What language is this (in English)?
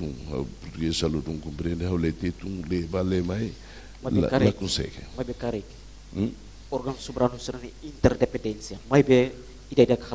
Tetum